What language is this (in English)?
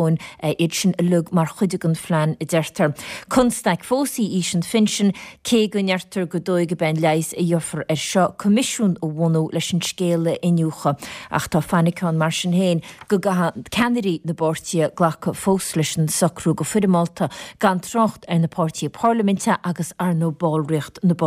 Irish